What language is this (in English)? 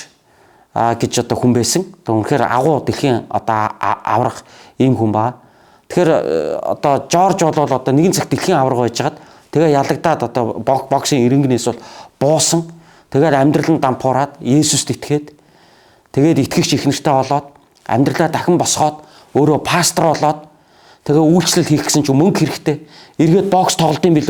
Mongolian